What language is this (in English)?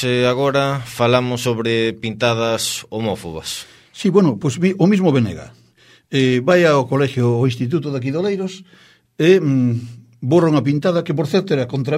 Galician